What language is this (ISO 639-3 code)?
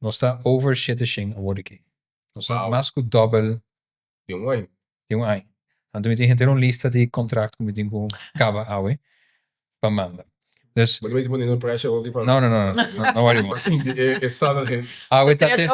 pap